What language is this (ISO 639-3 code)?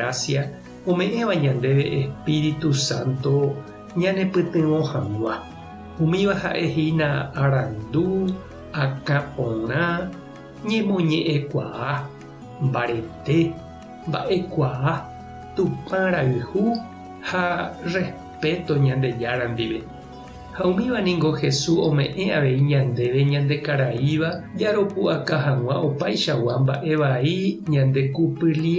grn